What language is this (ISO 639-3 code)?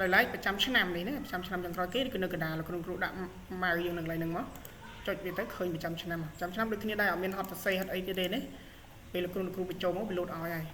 khm